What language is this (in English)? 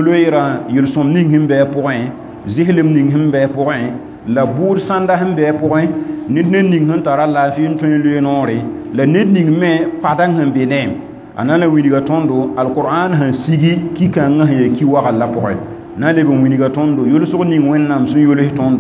Mossi